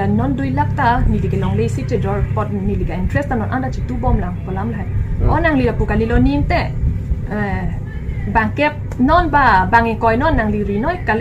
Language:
Karbi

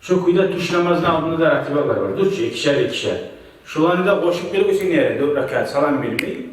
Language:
Kumyk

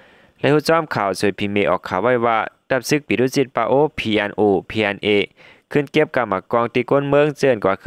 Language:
Shan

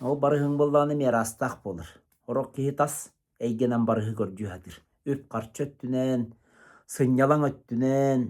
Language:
Yakut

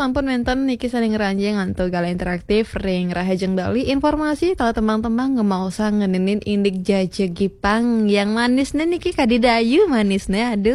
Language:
Balinese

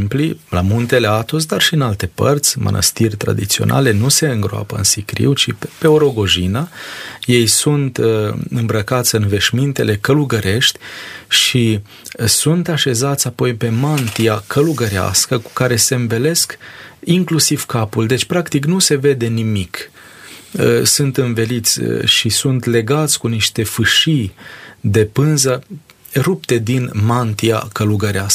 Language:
Romanian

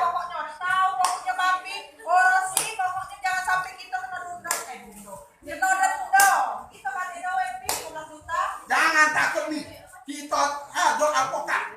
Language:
Musi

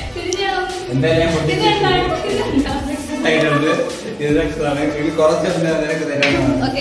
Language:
Malayalam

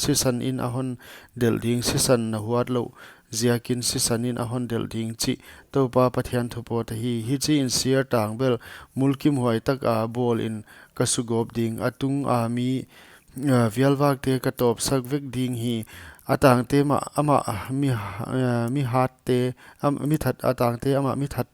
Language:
Paite Chin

